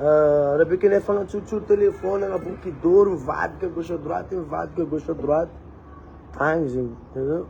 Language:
Malagasy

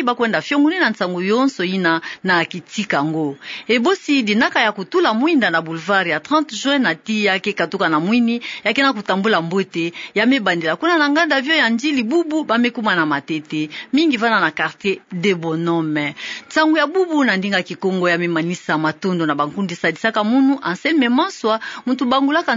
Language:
Kituba (Democratic Republic of Congo)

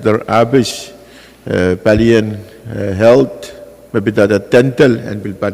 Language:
Pohnpeian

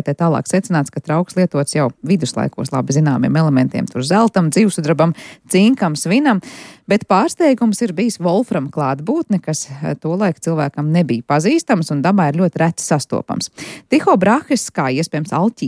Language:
Latvian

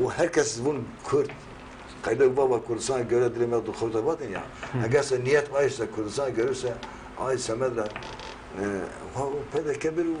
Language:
Zaza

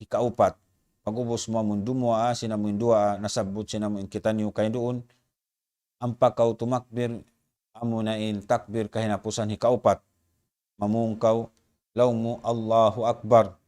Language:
Tausug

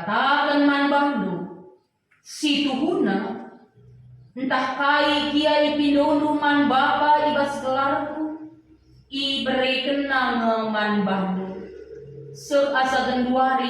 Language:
Batak Karo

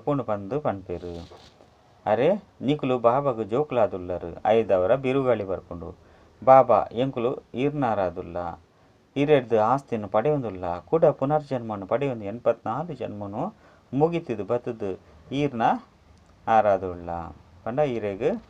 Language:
Tulu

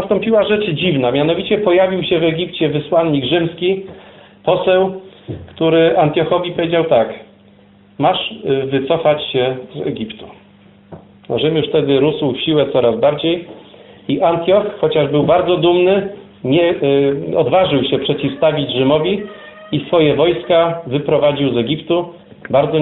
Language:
Polish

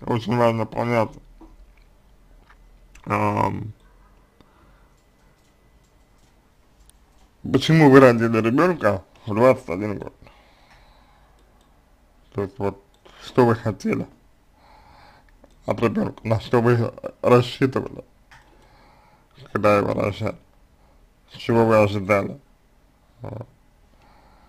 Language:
Russian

